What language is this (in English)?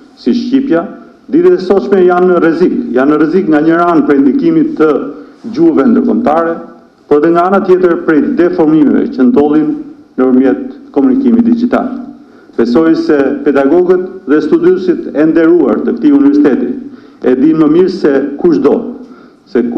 Albanian